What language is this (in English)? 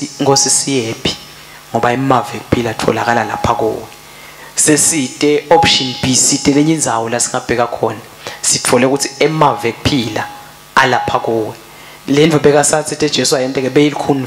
Swati